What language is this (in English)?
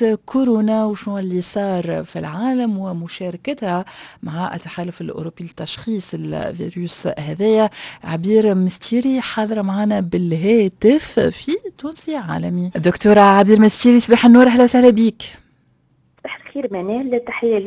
Tunisian Arabic